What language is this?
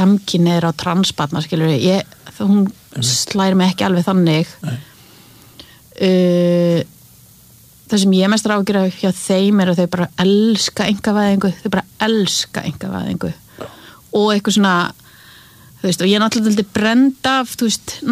Icelandic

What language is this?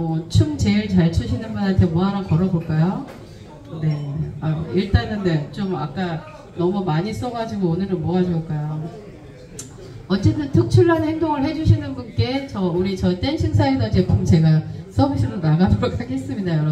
Korean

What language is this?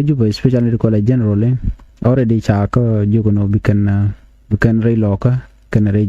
Nuer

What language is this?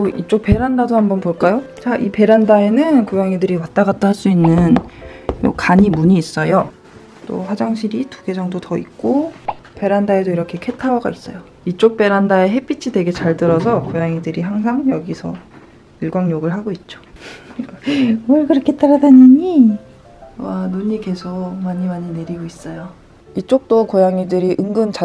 Korean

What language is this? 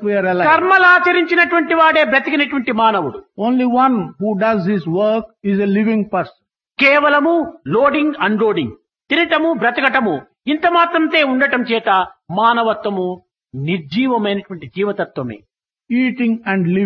Telugu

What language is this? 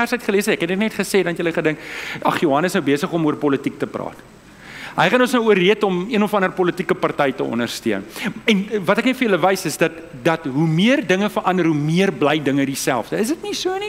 Afrikaans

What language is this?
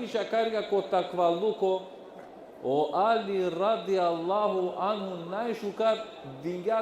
Balkan Romani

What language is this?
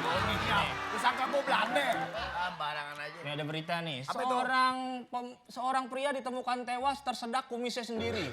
Betawi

